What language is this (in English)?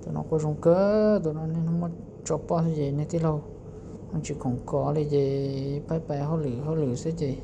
Hmong